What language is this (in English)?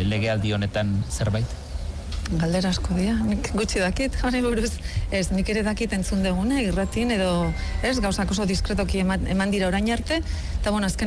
Basque